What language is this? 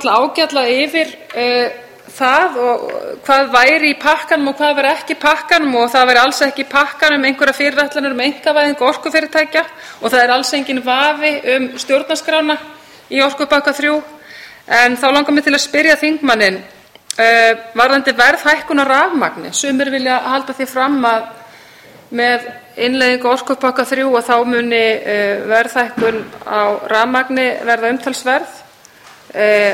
Icelandic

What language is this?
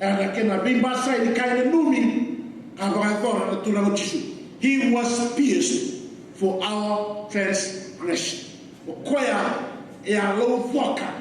Fijian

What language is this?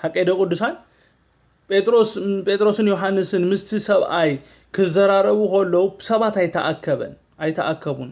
Tigrinya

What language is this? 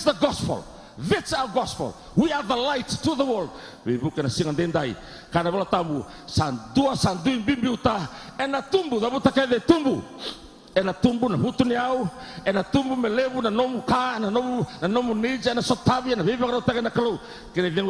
Fijian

